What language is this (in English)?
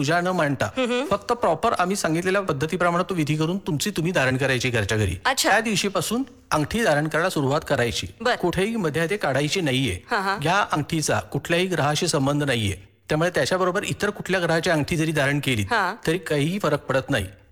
Marathi